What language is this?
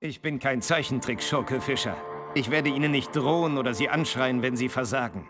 Bavarian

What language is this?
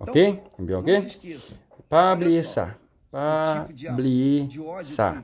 Haitian Creole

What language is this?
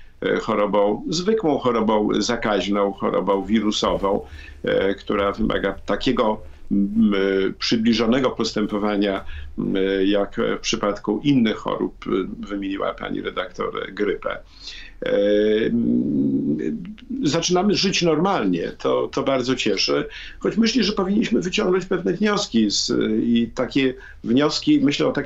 Polish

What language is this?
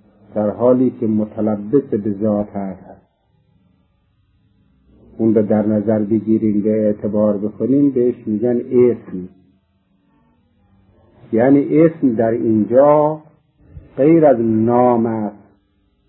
Persian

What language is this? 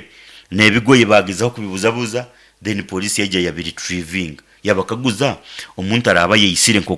Nyankole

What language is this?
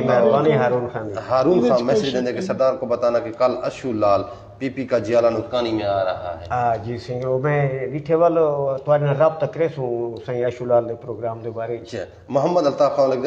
Saraiki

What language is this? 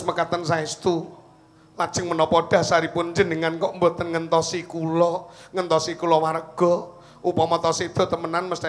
Javanese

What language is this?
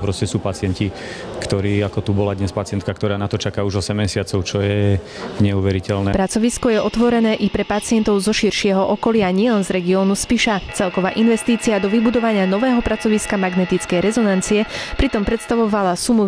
Slovak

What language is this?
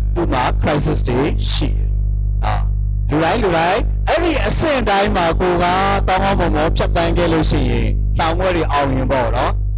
Burmese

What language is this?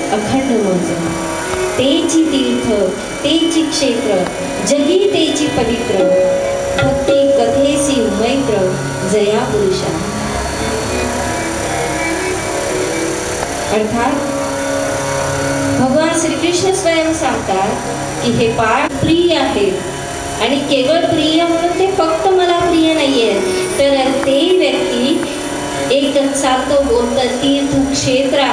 Marathi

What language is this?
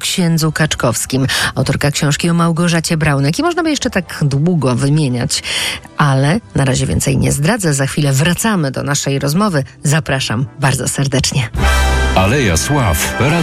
Polish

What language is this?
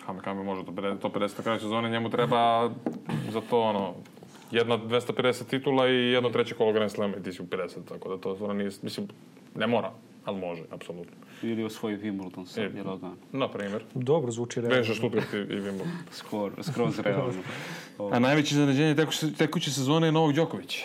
Serbian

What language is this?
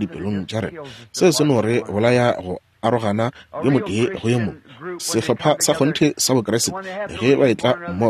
Northern Sotho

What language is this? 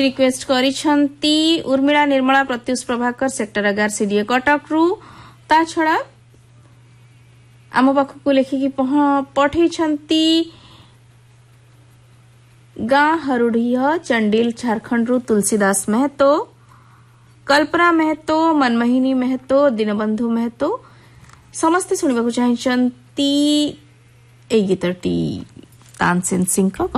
Odia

